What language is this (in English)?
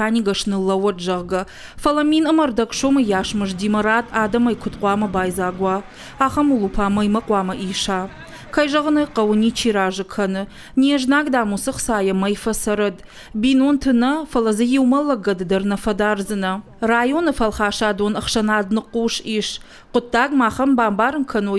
Ossetic